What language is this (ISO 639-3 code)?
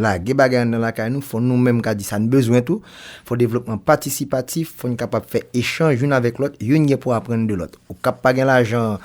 hat